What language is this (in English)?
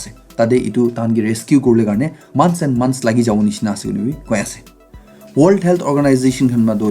Naga Pidgin